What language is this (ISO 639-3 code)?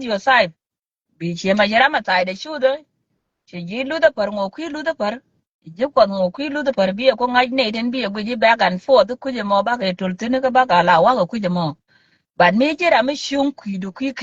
nus